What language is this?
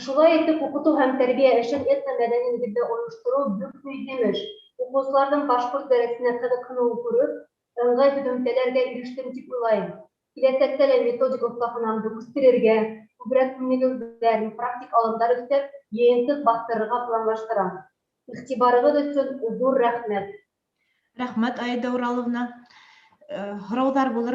Bashkir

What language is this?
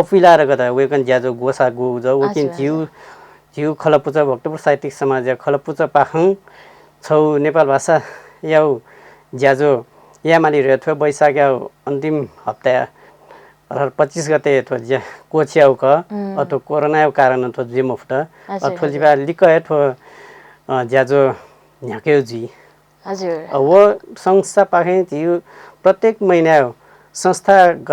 Newari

